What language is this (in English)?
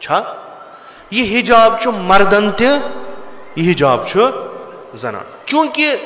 Kashmiri